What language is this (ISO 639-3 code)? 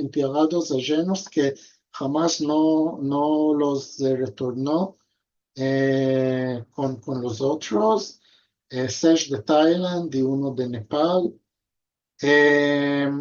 lad